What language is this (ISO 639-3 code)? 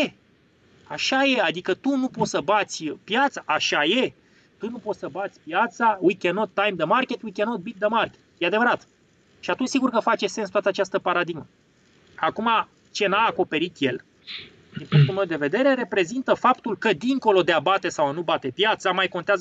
ron